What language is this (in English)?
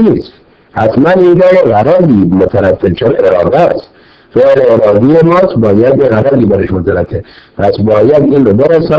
Persian